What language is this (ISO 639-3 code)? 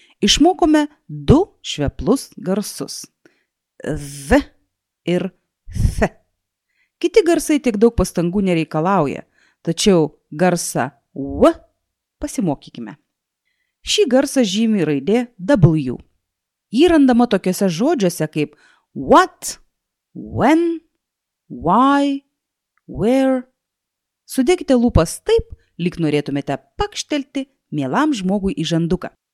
lit